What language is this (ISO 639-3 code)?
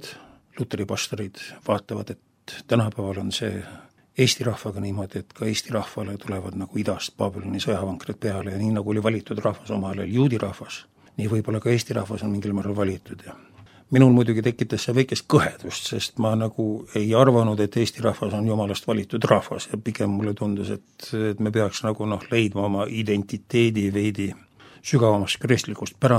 est